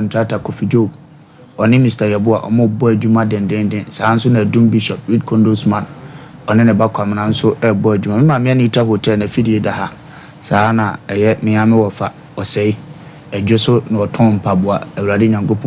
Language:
Akan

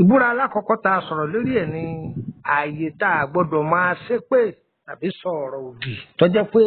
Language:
Yoruba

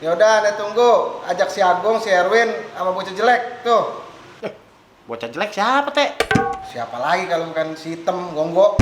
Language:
Betawi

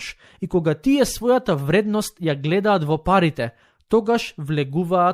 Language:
Macedonian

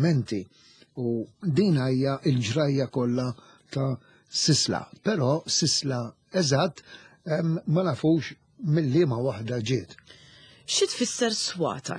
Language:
Maltese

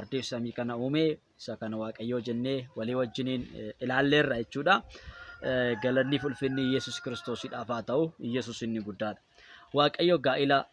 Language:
Oromo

